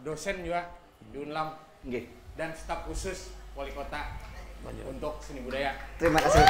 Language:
Banjar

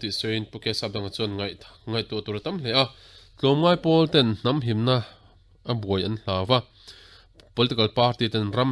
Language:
Mizo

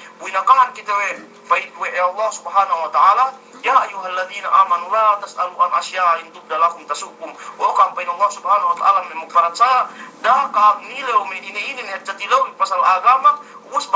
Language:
Yakan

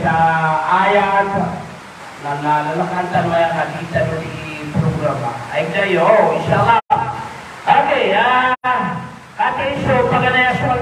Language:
Maranao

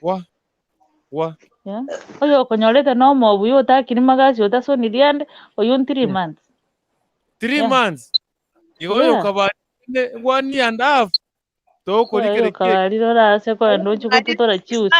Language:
Gusii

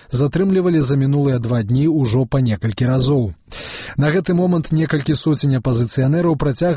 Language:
Belarusian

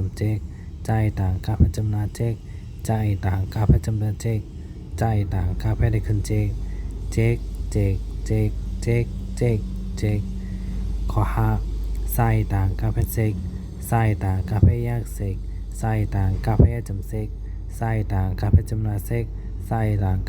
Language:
Shan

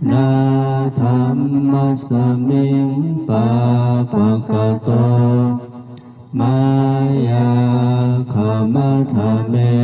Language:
Pali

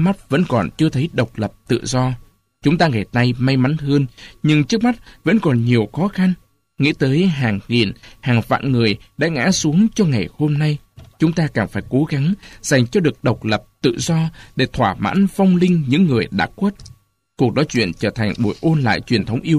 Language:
Vietnamese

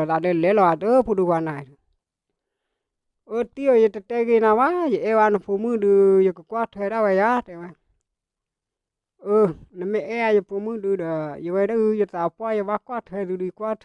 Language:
S'gaw Karen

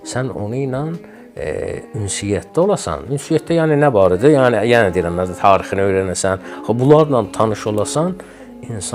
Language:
Azerbaijani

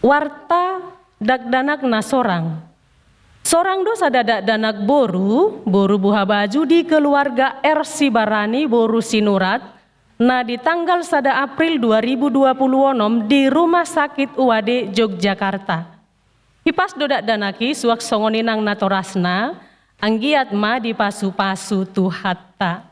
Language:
Batak Toba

